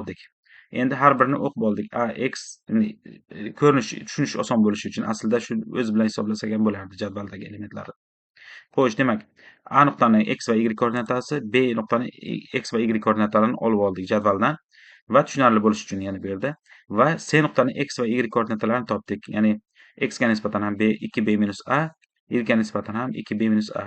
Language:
Uzbek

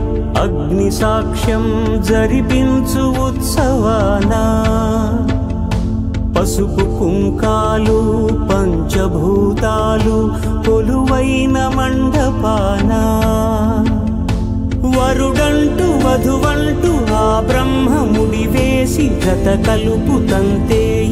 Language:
Telugu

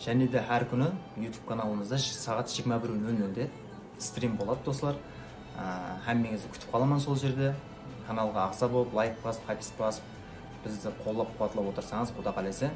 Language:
Kara-Kalpak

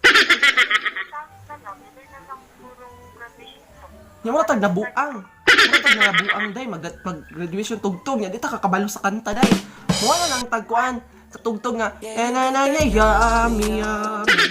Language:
Cebuano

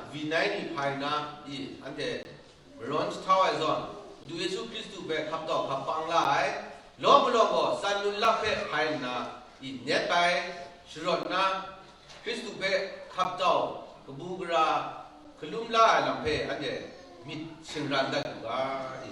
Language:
Kachin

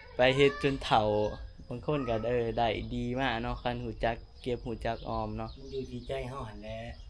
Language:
Northeastern Thai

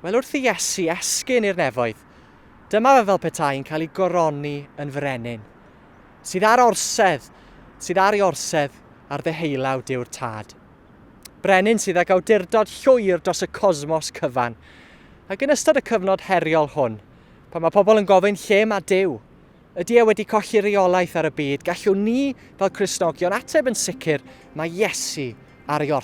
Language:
Welsh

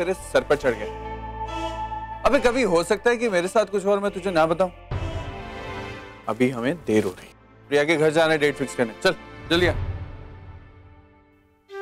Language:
Hindi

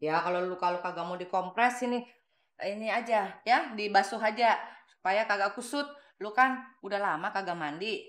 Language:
Betawi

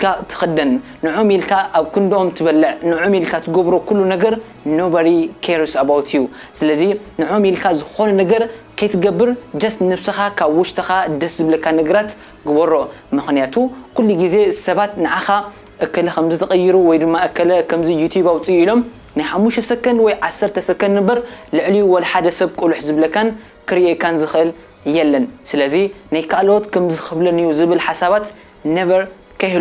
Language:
Tigrinya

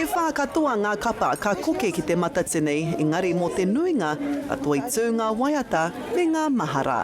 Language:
Māori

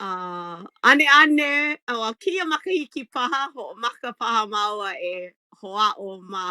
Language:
Hawaiian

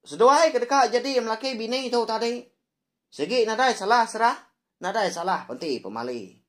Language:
Iban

